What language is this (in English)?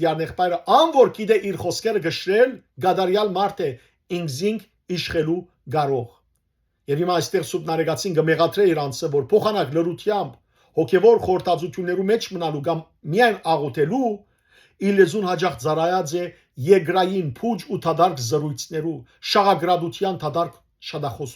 Western Armenian